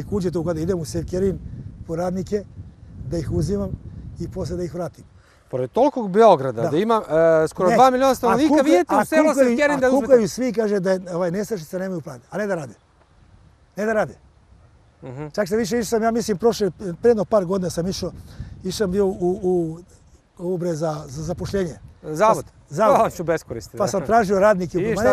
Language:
Serbian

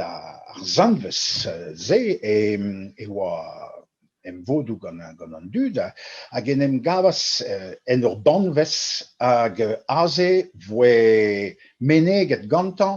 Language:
Breton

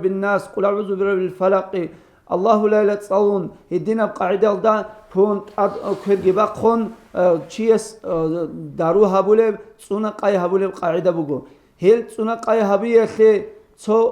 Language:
Avaric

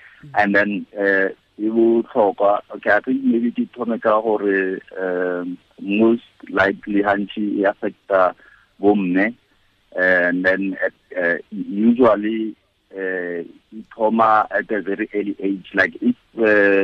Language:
Tswana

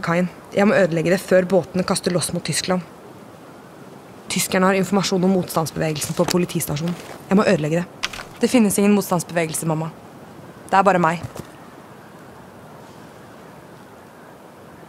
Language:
Norwegian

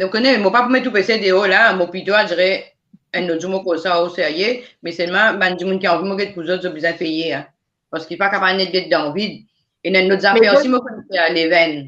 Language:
Morisyen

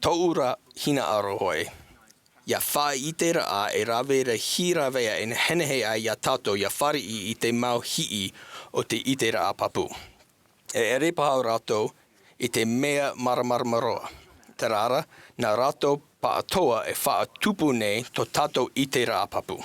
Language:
Tahitian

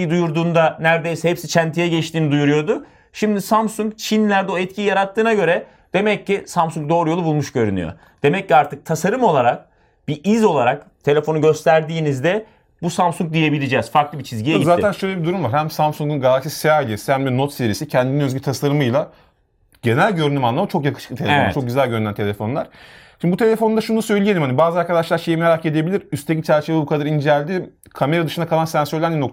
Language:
Turkish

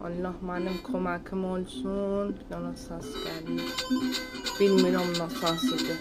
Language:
South Azerbaijani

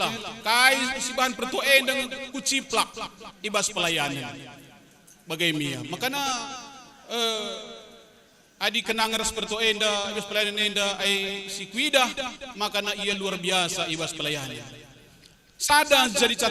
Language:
Batak Karo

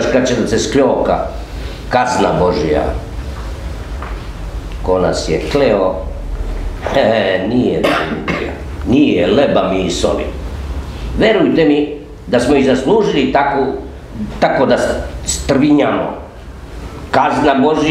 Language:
Serbian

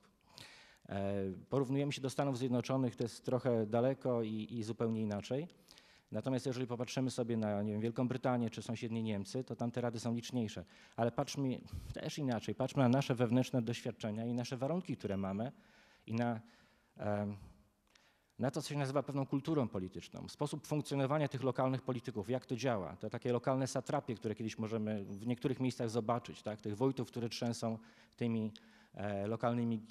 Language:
Polish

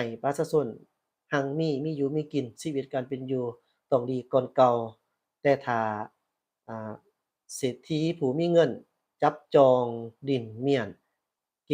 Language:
Lao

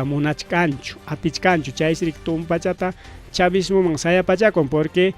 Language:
Ayacucho Quechua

